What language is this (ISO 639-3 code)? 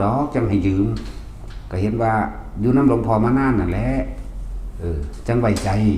tts